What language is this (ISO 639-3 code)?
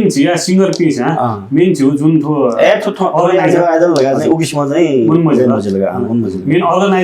new